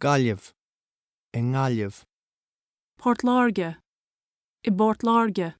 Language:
Irish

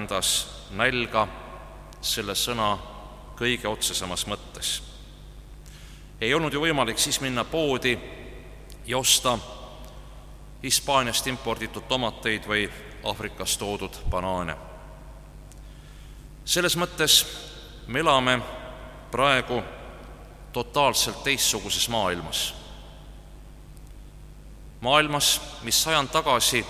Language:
Estonian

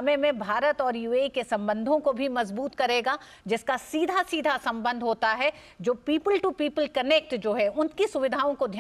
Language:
Hindi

